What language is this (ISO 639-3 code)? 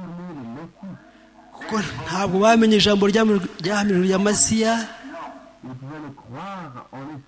kin